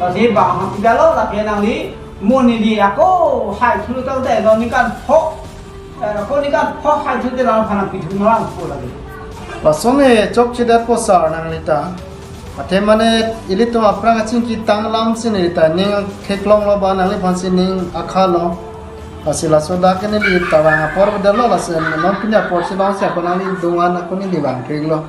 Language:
Karbi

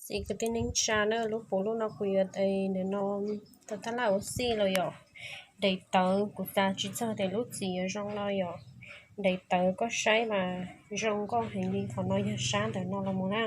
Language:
Hmong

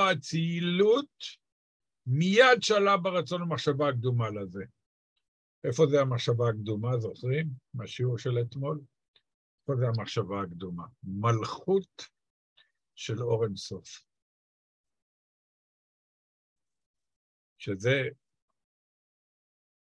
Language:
Hebrew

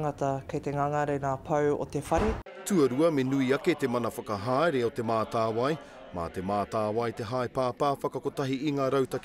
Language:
Māori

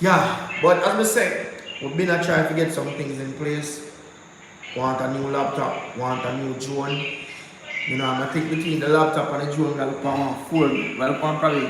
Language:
Jamaican Creole English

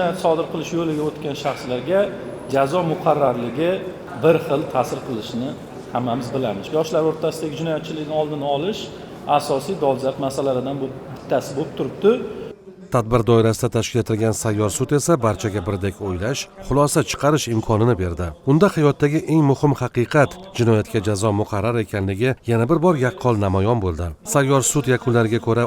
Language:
Uzbek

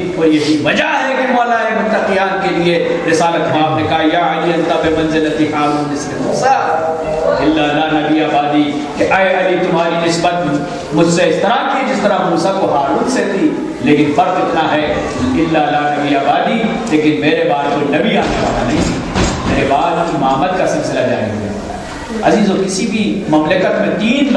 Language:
Urdu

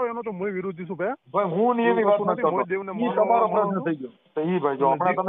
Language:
Gujarati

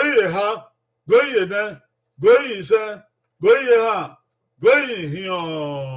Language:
Bini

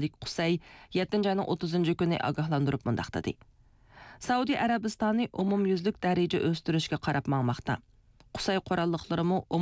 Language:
Uyghur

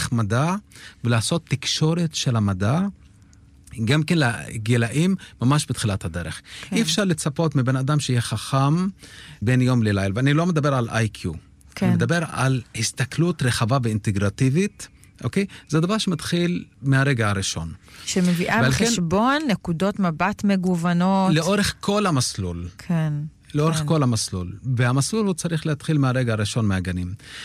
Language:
Hebrew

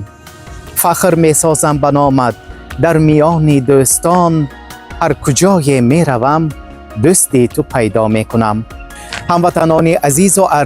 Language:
Tajik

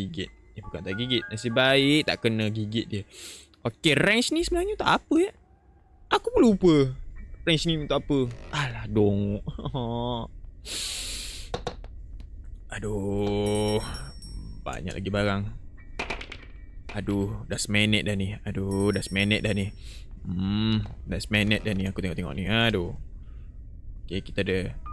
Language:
Malay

